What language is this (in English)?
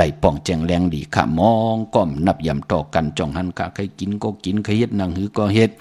Shan